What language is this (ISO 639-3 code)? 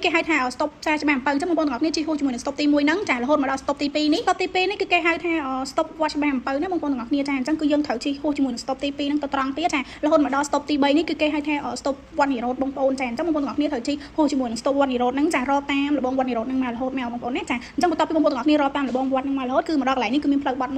khm